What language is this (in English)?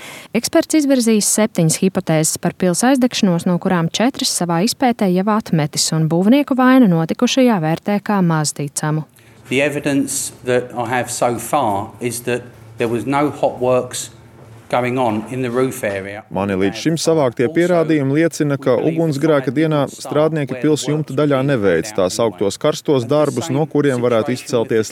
Latvian